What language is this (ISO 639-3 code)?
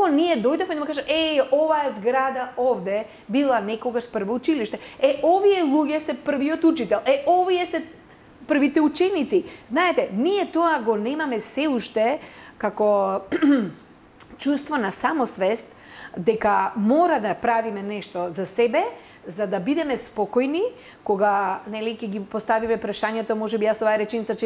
mkd